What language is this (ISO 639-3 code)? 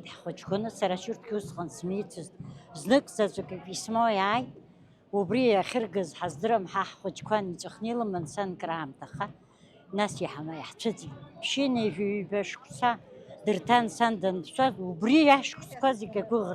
abk